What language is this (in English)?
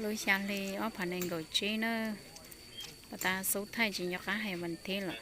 Hmong